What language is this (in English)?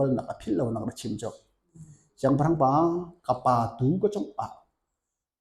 Hakha Chin